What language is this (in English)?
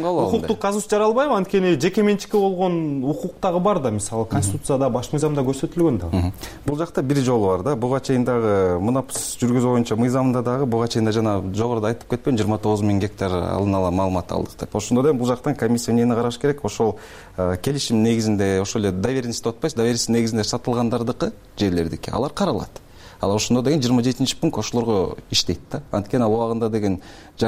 Kyrgyz